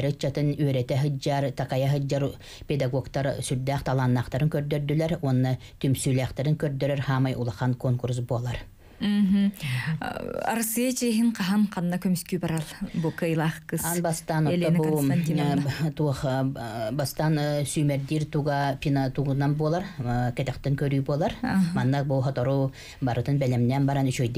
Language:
Yakut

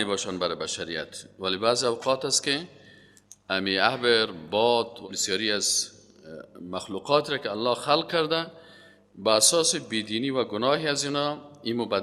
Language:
Persian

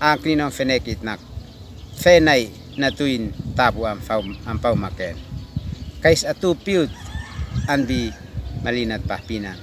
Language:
Uab Meto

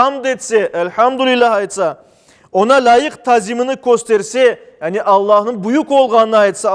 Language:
Crimean Tatar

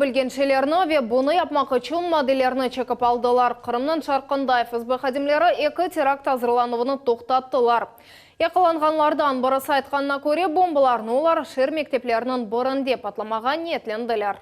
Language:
Crimean Tatar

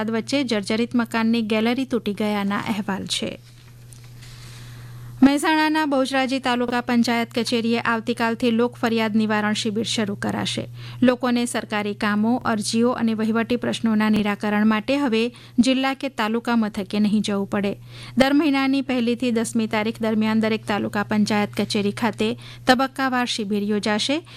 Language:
Gujarati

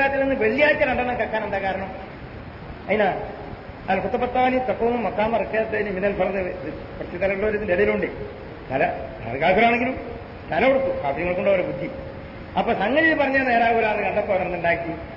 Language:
Malayalam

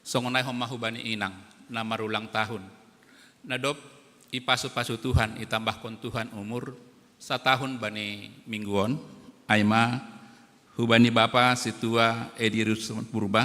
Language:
Batak Simalungun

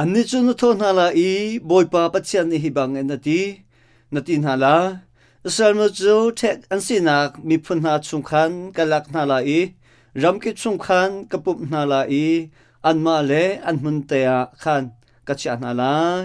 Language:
Hakha Chin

